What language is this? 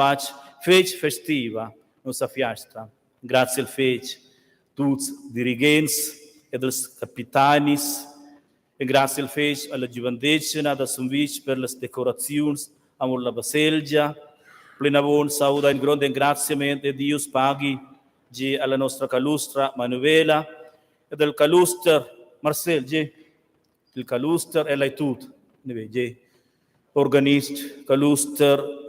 Romansh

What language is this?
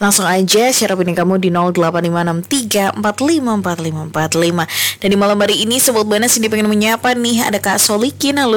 Indonesian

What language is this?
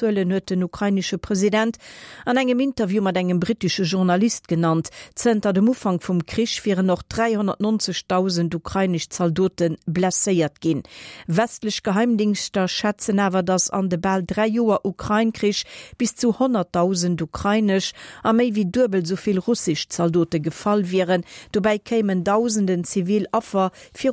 Luxembourgish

